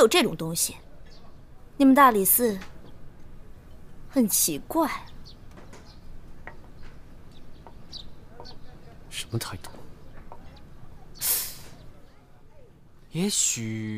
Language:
Chinese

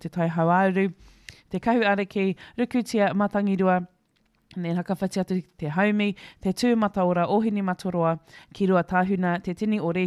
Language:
Māori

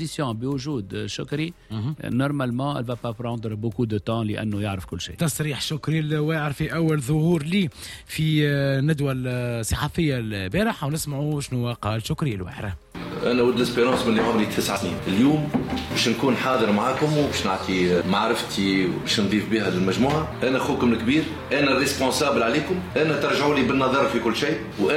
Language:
Tunisian Arabic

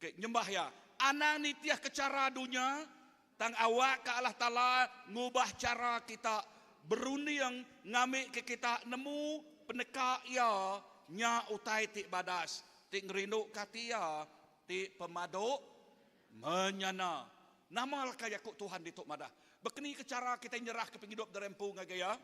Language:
Iban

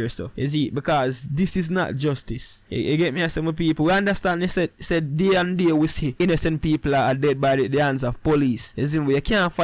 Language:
Jamaican Creole English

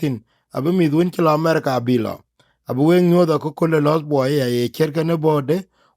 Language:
Dinka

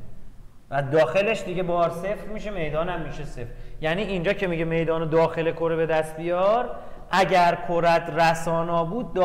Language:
Persian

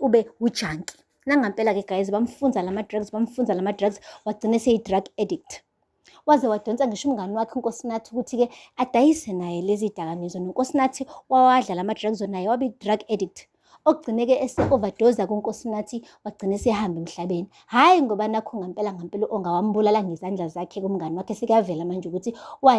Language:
Zulu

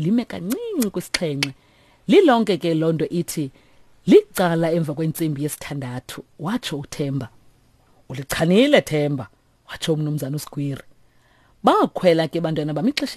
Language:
Xhosa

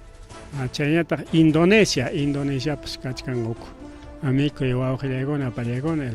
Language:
Ayacucho Quechua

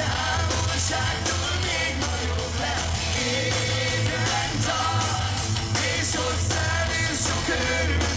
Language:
Hungarian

